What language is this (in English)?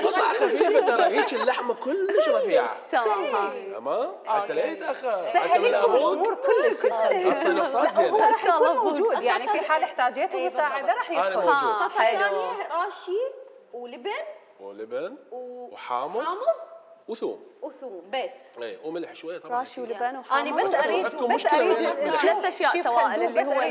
Mesopotamian Arabic